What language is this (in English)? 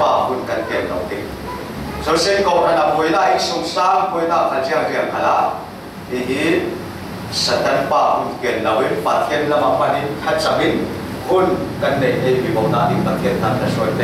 Falam Chin